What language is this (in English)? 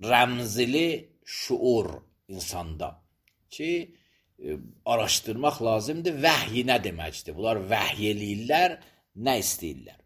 Azerbaijani